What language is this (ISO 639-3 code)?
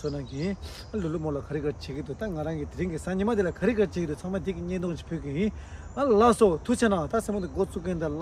bod